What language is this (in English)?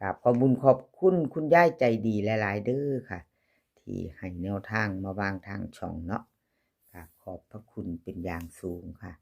Northeastern Thai